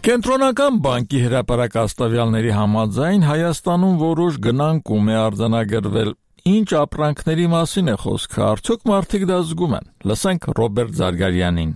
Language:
Armenian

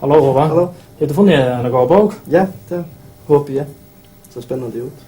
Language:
Faroese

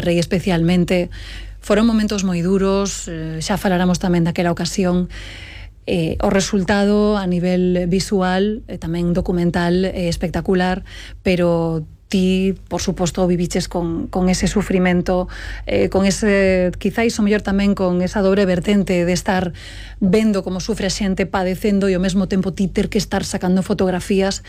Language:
Galician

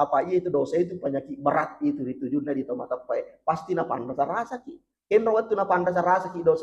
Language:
Buginese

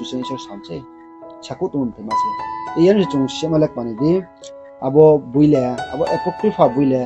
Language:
Riang (India)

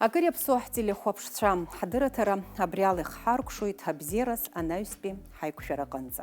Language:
Abkhazian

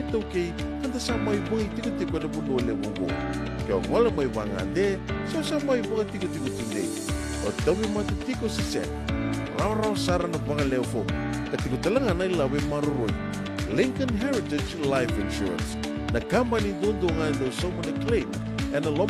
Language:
Fijian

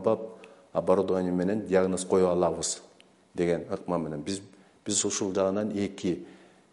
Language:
Kyrgyz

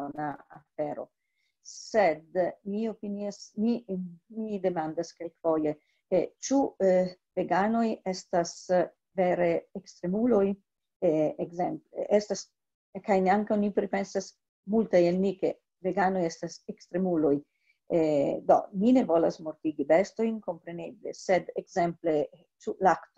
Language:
Esperanto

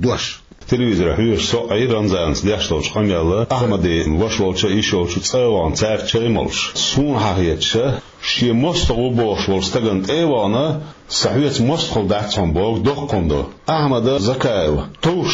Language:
Chechen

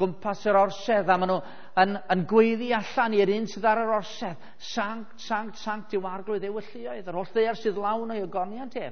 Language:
Welsh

